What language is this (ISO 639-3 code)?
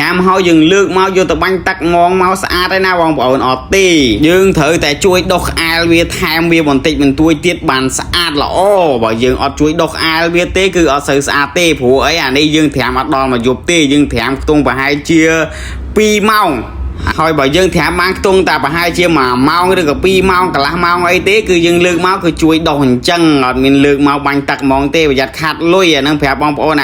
khm